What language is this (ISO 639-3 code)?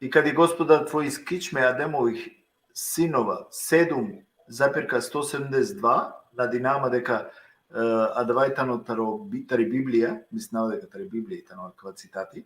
rmn